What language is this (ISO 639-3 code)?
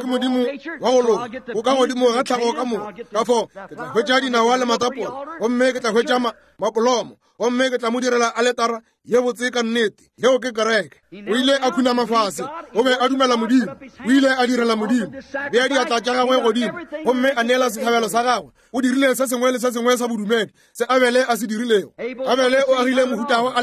nso